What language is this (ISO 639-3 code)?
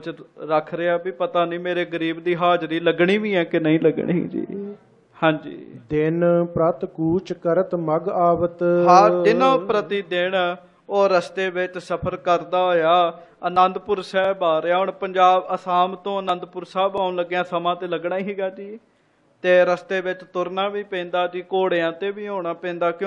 pan